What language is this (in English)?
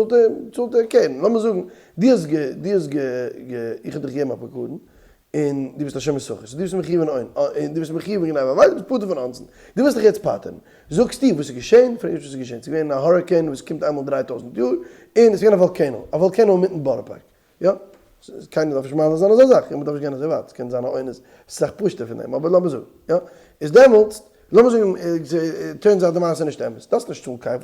Yiddish